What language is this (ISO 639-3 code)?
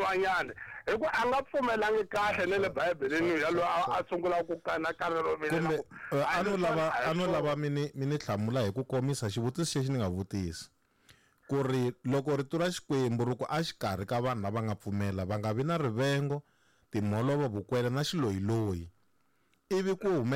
tso